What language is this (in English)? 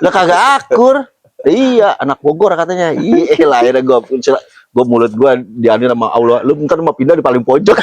Betawi